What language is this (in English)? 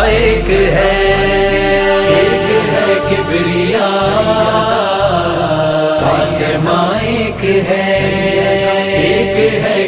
Urdu